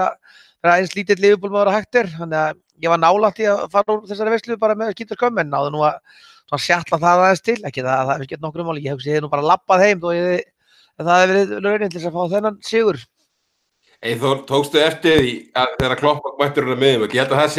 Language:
Icelandic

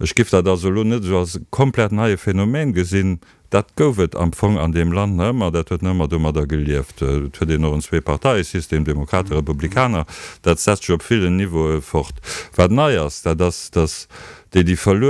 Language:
Luxembourgish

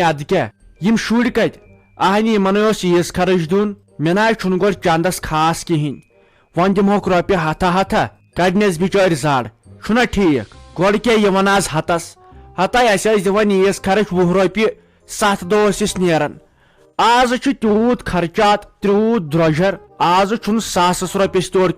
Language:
Kashmiri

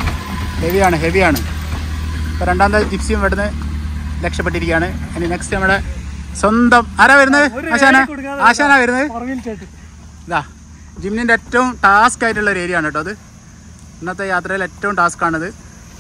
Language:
Malayalam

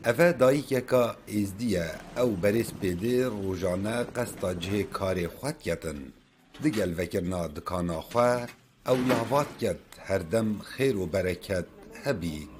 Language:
Kurdish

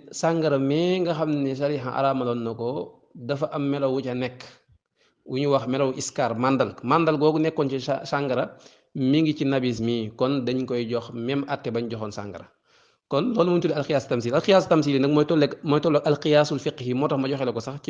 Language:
Wolof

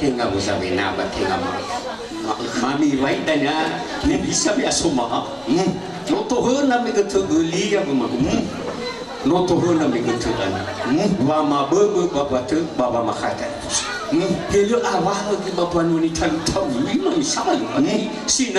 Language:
Nias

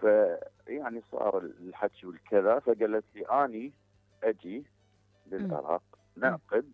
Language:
Mesopotamian Arabic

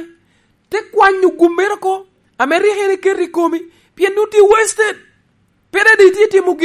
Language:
Lango (Uganda)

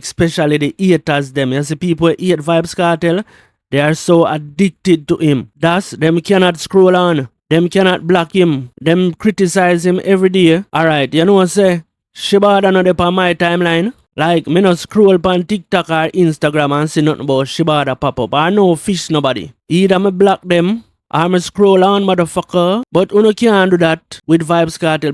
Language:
Jamaican Creole English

